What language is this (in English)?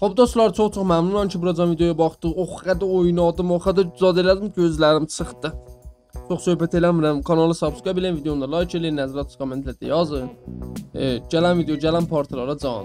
South Azerbaijani